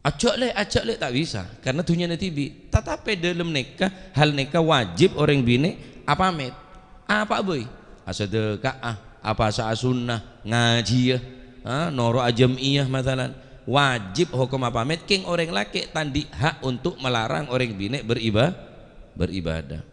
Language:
Madurese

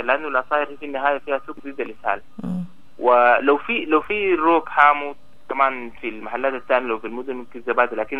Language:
Sudanese Arabic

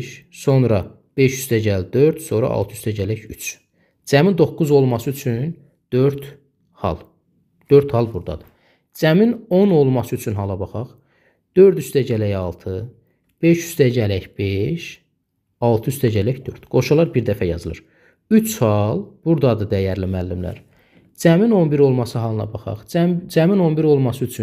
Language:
Azerbaijani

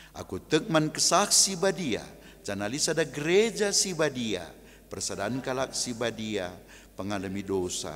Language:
Batak Karo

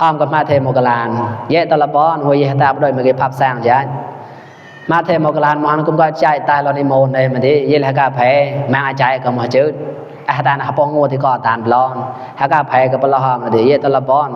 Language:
Mon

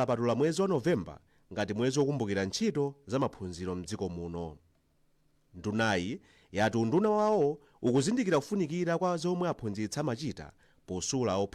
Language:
Nyanja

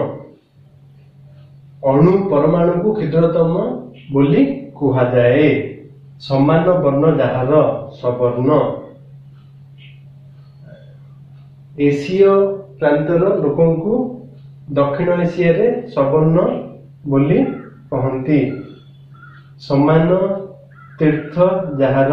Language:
Odia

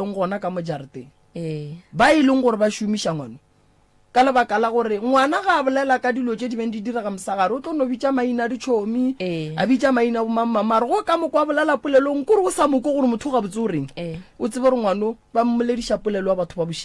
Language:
Northern Sotho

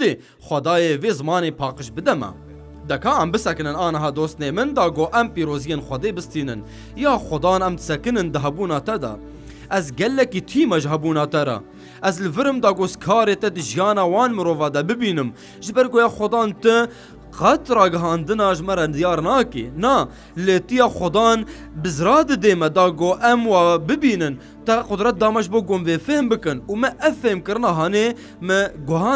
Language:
Kurdish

